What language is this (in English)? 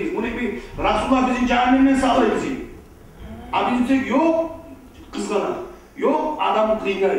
Kumyk